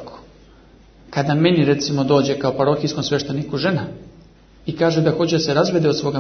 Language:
Serbian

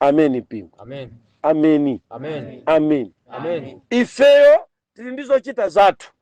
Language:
Nyanja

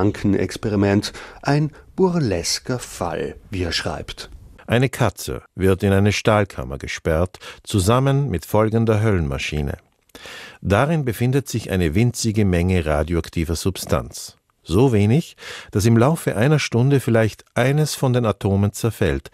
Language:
German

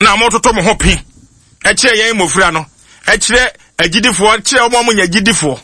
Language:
Akan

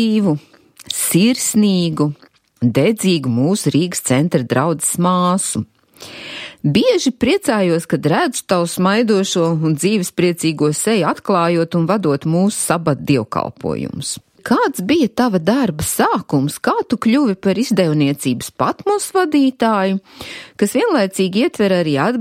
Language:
Latvian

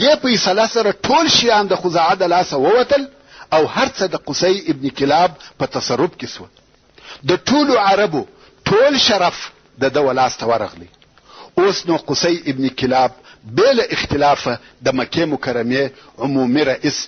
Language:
Pashto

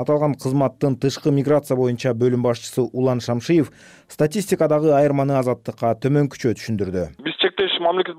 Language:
Kyrgyz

